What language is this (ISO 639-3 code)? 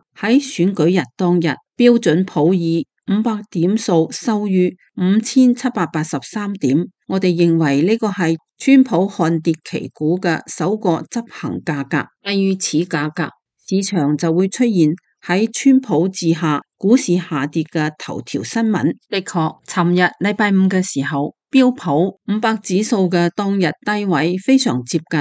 yue